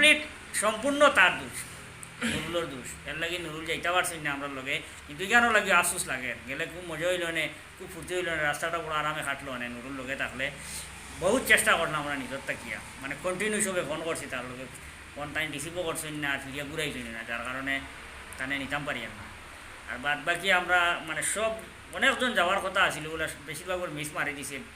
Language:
Sylheti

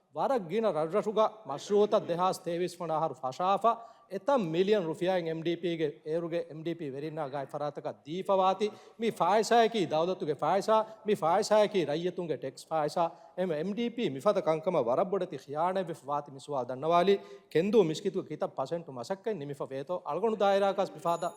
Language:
Divehi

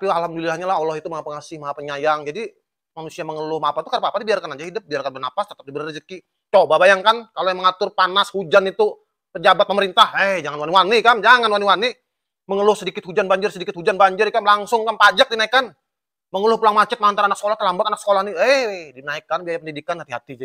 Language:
Banjar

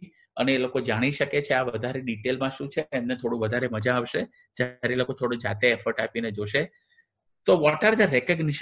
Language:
Gujarati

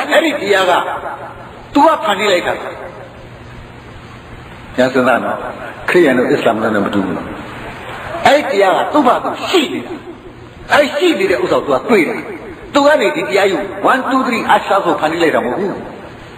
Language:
Burmese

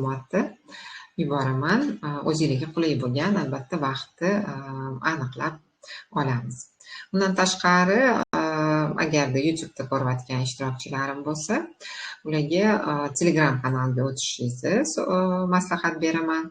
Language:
Uzbek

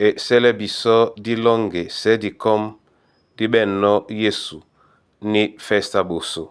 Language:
Duala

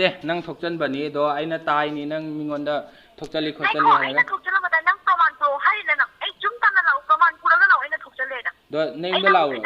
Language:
Manipuri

